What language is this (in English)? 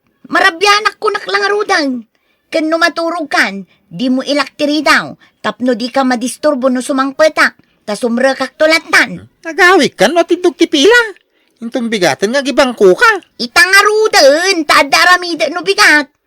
Iloko